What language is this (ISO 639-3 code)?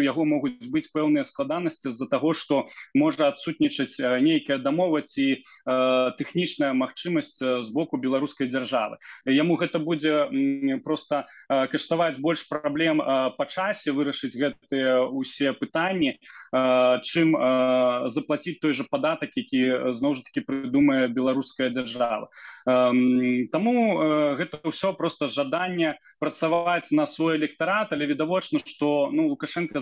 bel